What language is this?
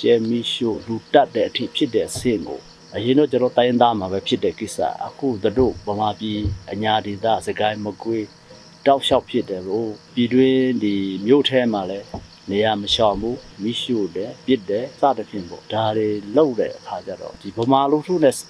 Burmese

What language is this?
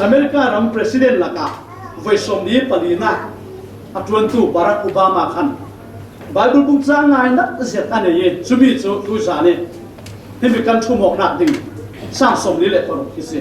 Falam Chin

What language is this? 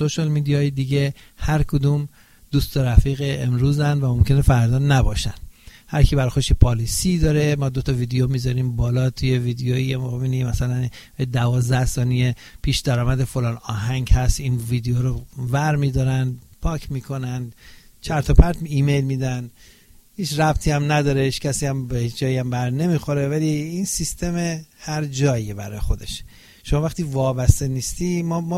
Persian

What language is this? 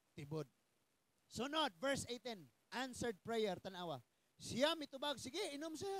Cebuano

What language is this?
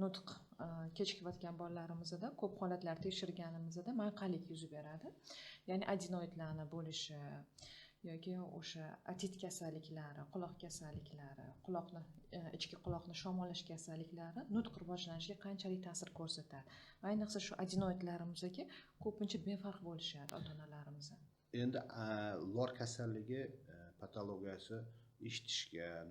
Uzbek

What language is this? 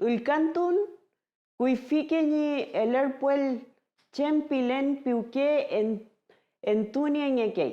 Mapuche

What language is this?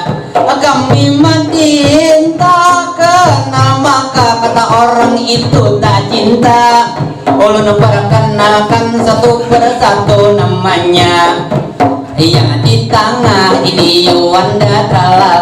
Banjar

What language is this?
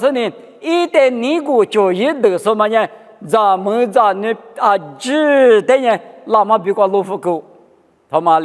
Lisu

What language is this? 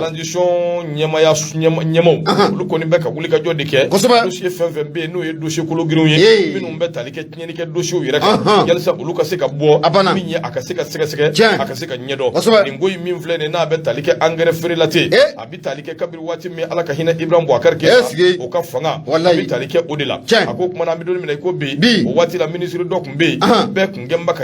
Bambara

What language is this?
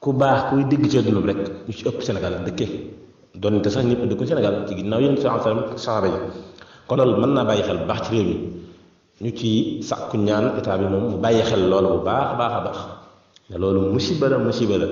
Wolof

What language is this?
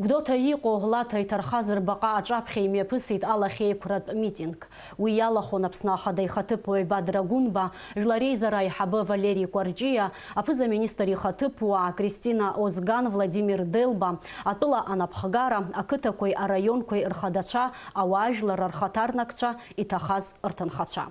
Abkhazian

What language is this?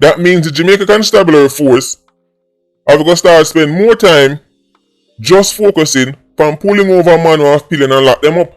Jamaican Creole English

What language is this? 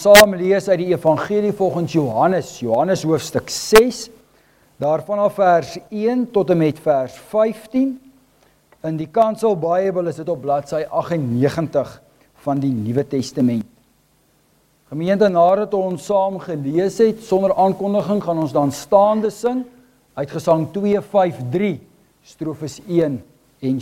Afrikaans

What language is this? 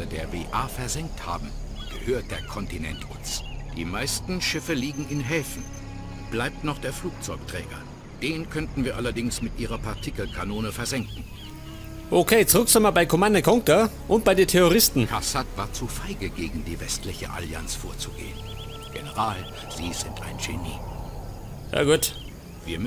Bavarian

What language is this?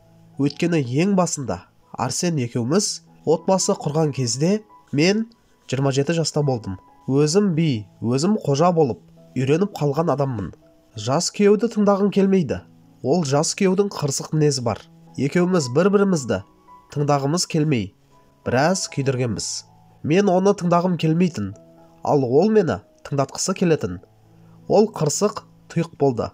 Kazakh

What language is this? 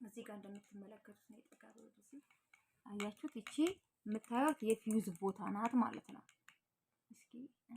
Amharic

